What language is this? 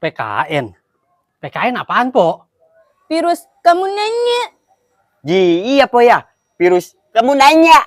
Betawi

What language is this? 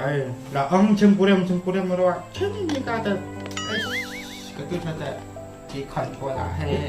Khasi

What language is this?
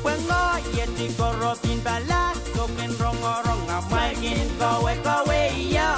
Pohnpeian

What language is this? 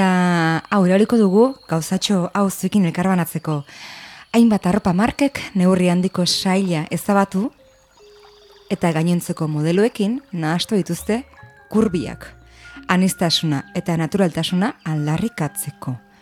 Basque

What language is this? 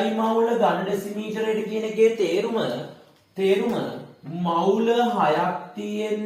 Sinhala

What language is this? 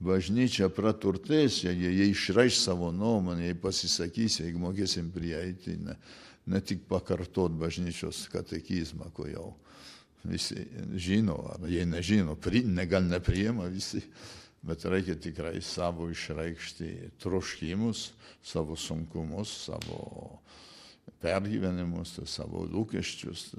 Lithuanian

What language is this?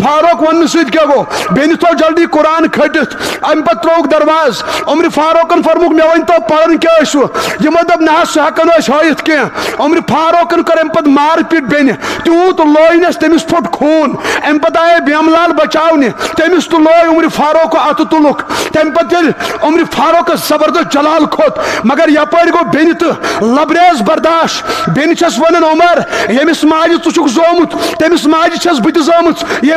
Kashmiri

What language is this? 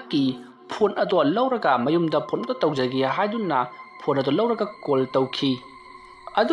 Manipuri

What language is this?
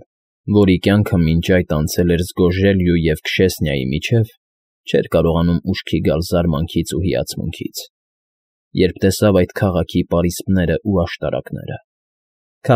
Armenian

